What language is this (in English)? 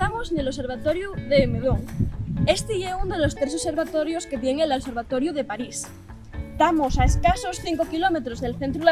Asturian